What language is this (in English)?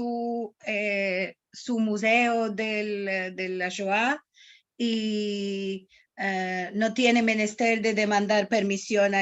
Ladino